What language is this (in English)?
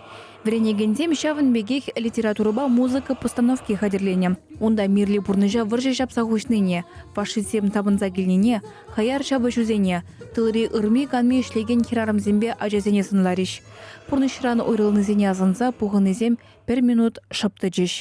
Chuvash